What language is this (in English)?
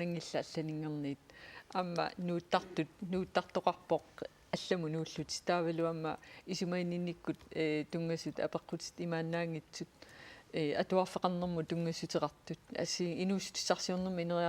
Kalaallisut